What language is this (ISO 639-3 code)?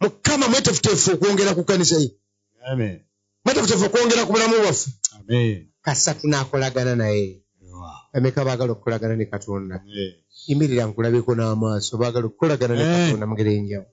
lug